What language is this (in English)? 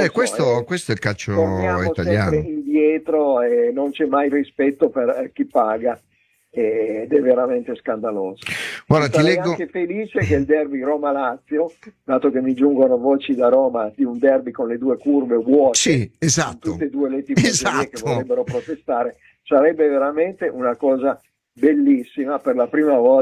Italian